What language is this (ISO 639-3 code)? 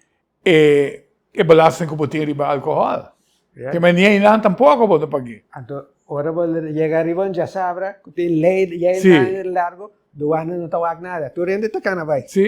pap